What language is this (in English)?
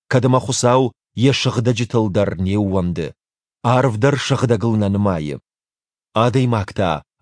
Ossetic